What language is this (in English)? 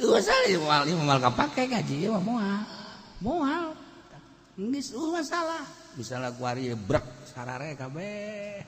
Sundanese